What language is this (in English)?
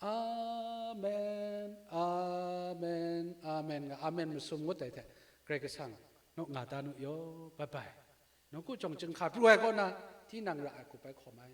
Kachin